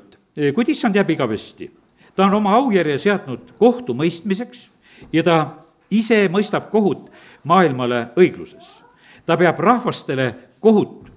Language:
Estonian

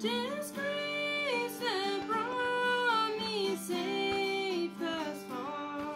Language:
Plautdietsch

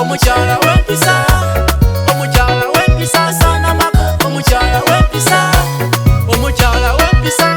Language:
Soga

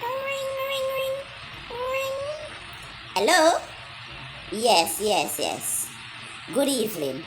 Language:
Jamaican Creole English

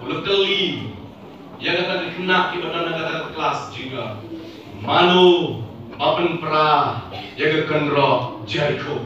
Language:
Khasi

